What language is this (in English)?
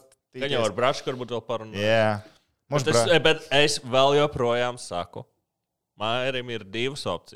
Latvian